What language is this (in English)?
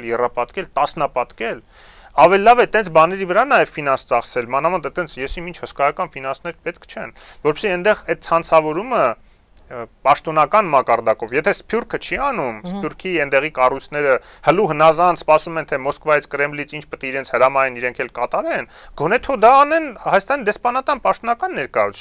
Armenian